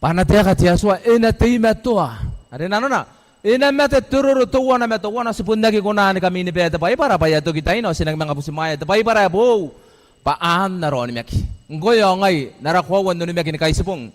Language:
Gilbertese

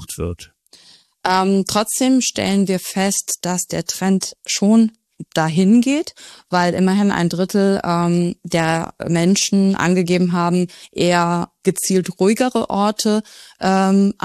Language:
German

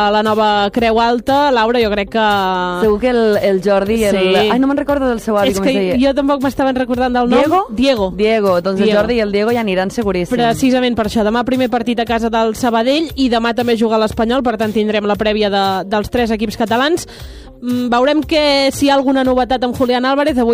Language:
Catalan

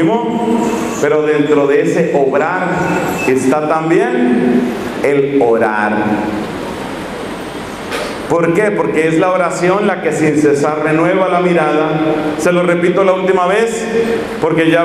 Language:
Spanish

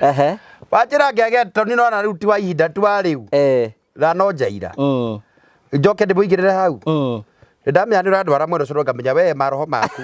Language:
Kikuyu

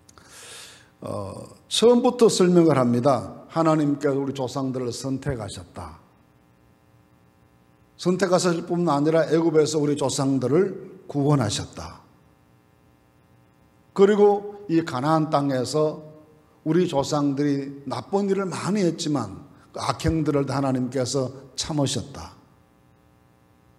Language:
Korean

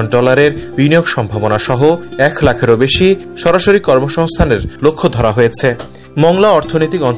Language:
Bangla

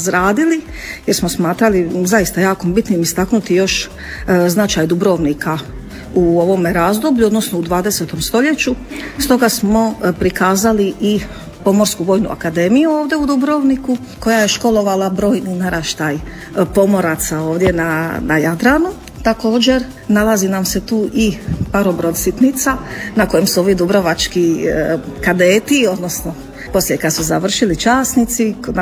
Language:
Croatian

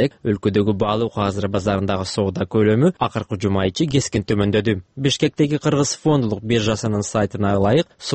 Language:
Kyrgyz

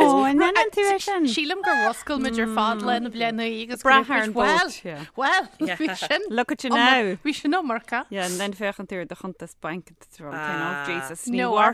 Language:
Irish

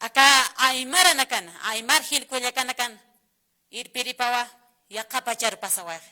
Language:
Aymara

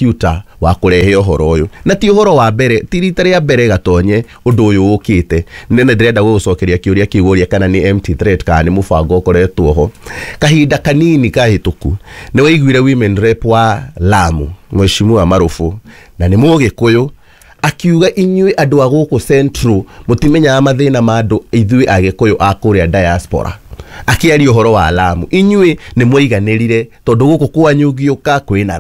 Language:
Kikuyu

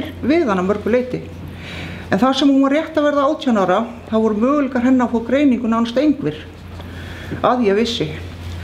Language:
Icelandic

